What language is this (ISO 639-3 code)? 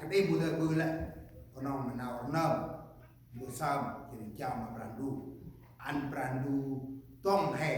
cmo